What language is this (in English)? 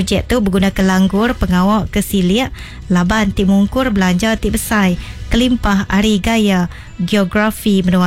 Iban